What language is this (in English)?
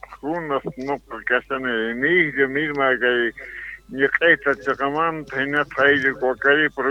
Quechua